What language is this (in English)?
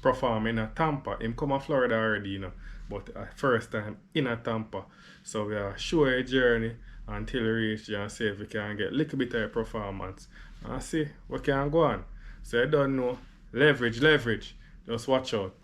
Jamaican Creole English